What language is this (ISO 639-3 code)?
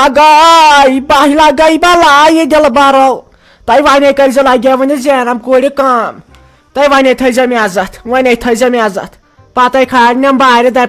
kas